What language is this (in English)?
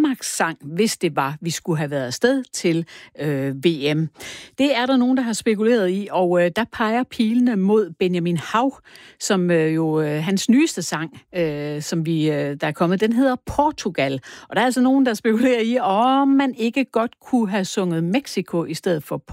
Danish